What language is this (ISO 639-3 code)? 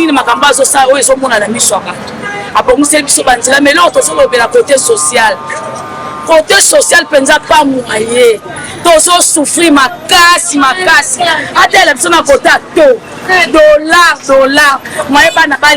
lin